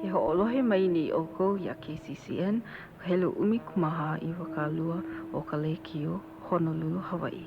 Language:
Hawaiian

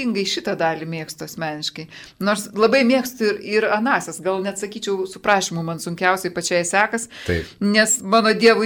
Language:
Lithuanian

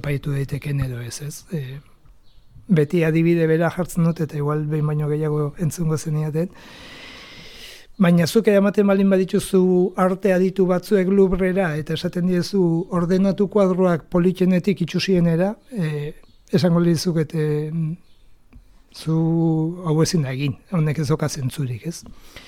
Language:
Basque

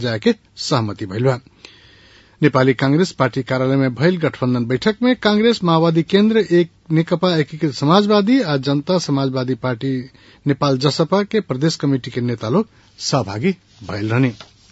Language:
Bhojpuri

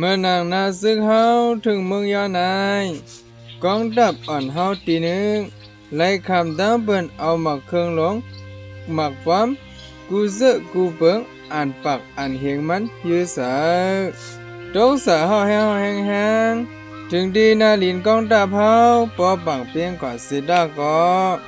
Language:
Shan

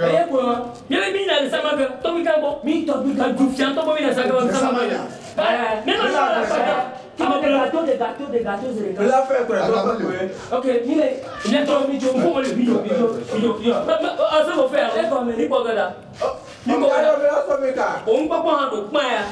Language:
Ewe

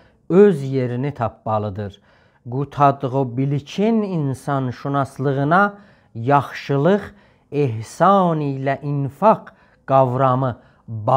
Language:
South Azerbaijani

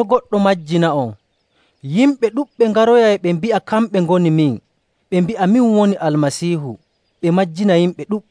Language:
Nigerian Fulfulde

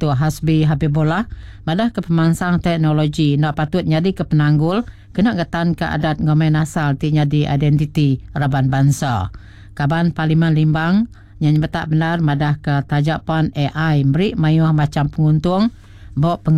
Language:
Iban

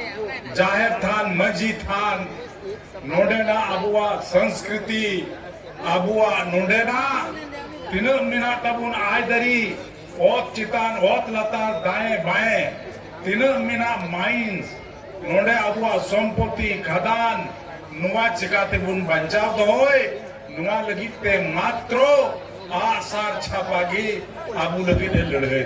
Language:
Santali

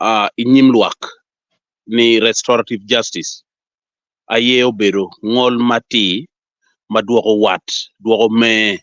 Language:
Acoli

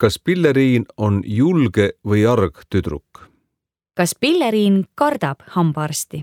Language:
Estonian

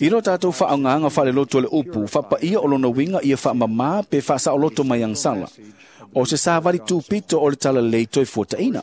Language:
Samoan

